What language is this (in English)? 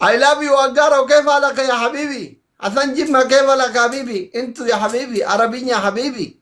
Oromo